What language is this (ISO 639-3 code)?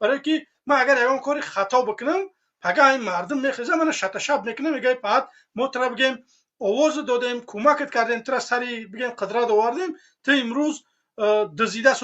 tgk